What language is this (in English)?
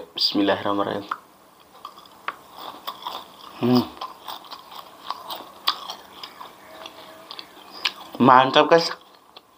Indonesian